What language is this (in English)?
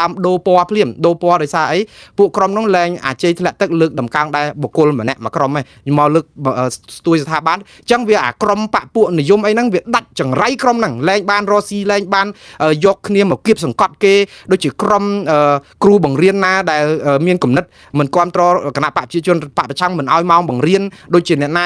Khmer